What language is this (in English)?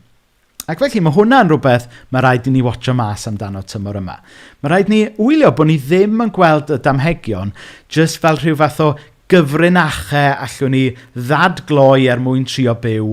Welsh